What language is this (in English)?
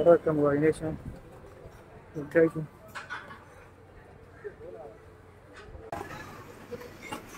Malayalam